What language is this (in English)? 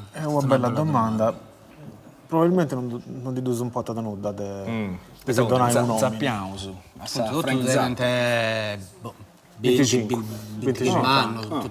Sardinian